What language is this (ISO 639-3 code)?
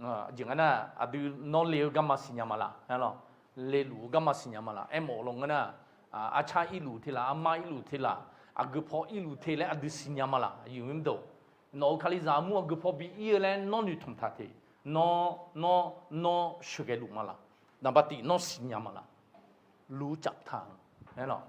ahk